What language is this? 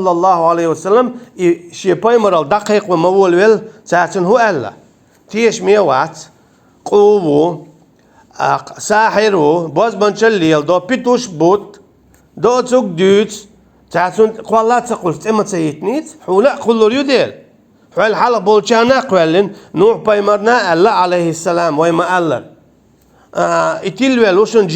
Chechen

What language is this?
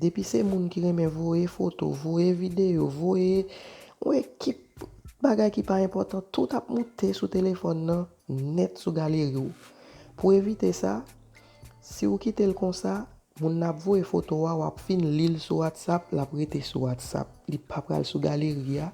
Haitian Creole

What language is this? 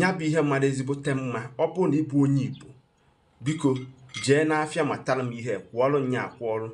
Igbo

